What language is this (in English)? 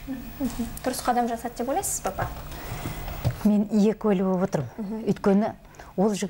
Kazakh